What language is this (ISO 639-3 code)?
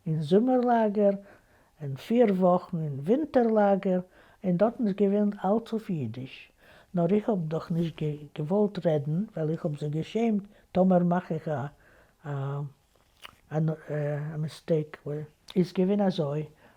yid